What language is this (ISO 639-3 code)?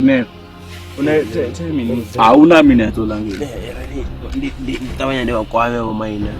ven